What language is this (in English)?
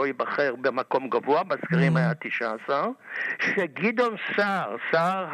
Hebrew